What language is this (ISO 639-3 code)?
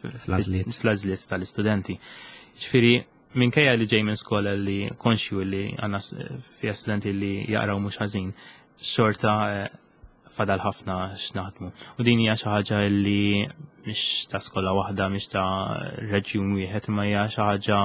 mlt